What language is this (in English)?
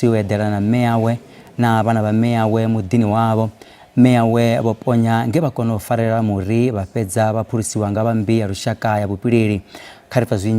Venda